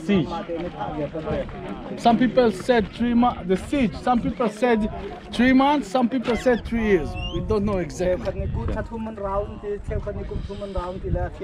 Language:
Hakha Chin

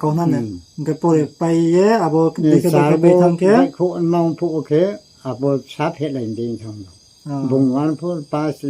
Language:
Riang (India)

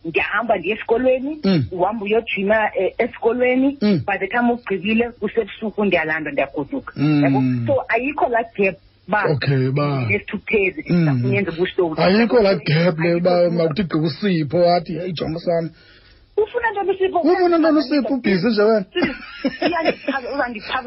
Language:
Xhosa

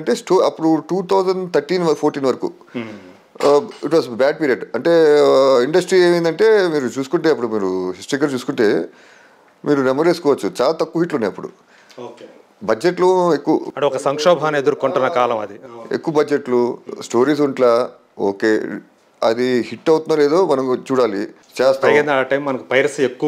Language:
Telugu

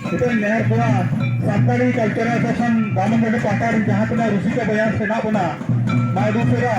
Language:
Santali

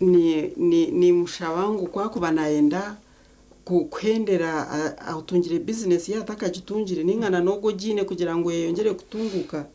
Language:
Nyankole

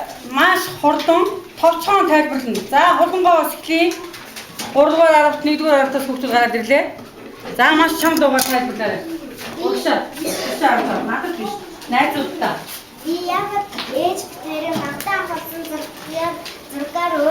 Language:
Mongolian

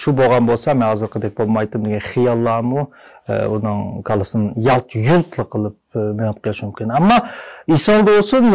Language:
Uyghur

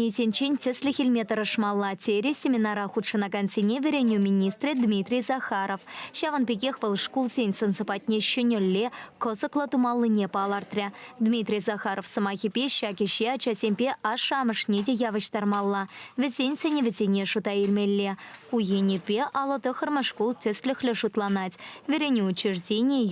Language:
Chuvash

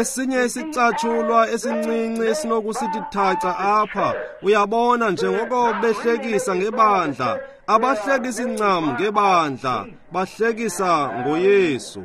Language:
Xhosa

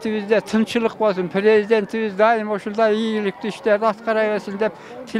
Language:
Kyrgyz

